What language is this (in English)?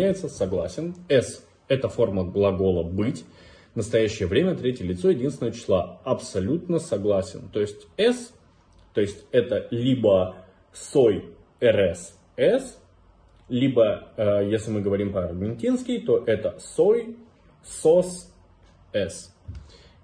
Russian